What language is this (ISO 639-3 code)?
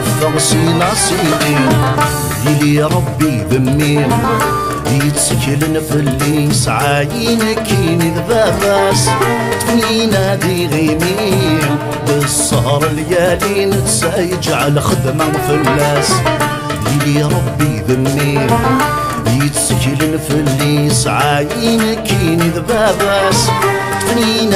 kab